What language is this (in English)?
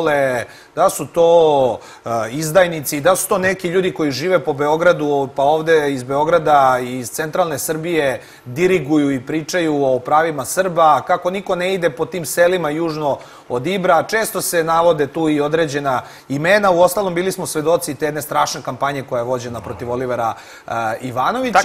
Serbian